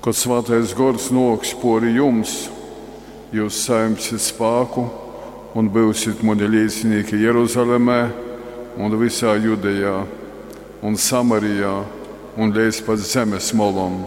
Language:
Latgalian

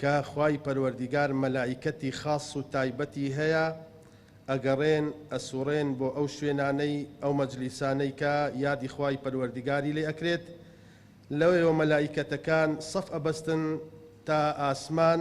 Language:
Central Kurdish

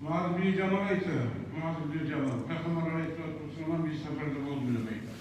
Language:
Kumyk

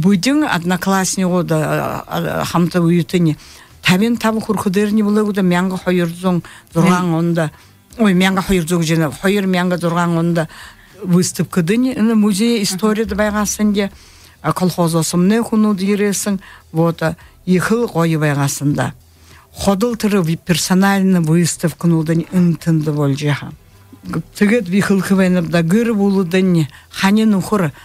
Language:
Buriat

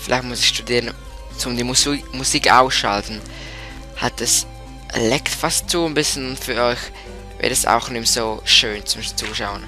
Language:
Swiss German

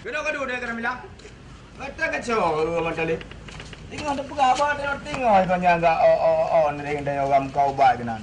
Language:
Achinese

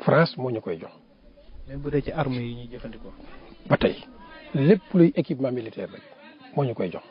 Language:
Wolof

